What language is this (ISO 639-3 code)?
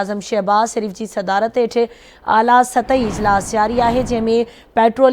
snd